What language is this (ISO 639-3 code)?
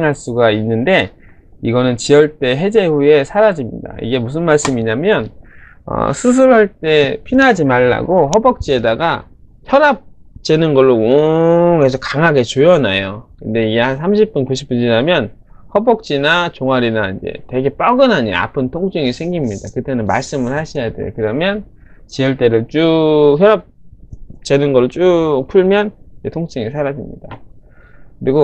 kor